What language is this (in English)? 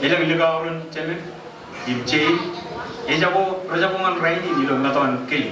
Marshallese